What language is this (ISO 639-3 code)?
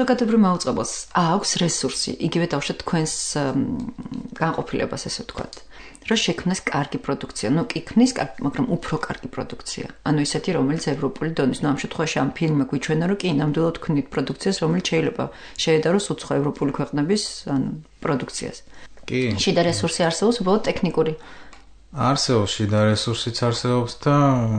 kat